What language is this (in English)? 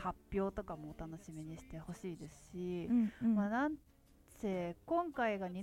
Japanese